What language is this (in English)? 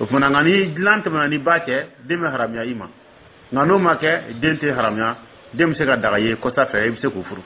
Dyula